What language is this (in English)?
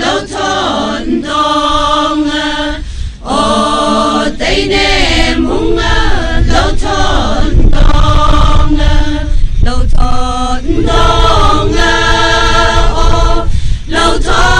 Tangkhul Naga (India)